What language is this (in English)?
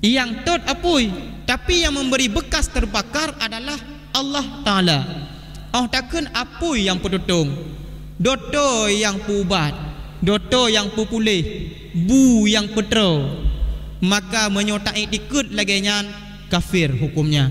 Achinese